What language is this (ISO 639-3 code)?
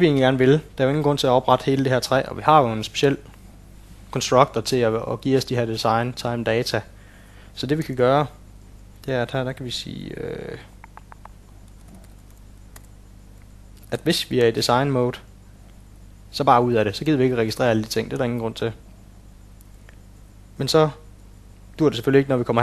dan